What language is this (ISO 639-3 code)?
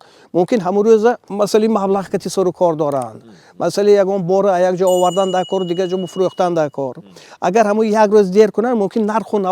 tgk